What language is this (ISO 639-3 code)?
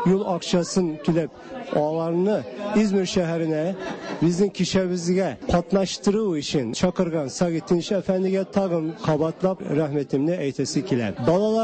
tat